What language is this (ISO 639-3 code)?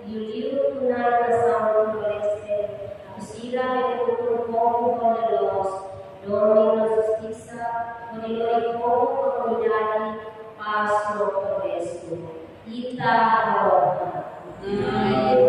tet